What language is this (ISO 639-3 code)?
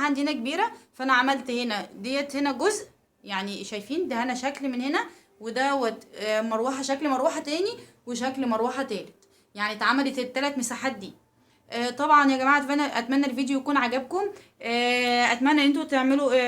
arz